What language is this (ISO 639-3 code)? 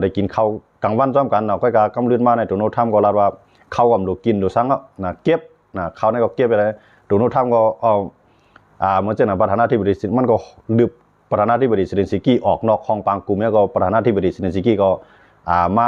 shn